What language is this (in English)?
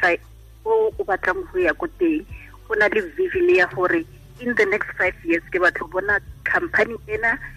Tswana